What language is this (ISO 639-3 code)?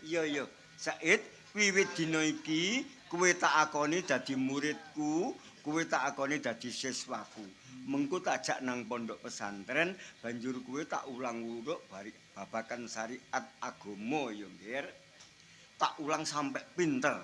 jav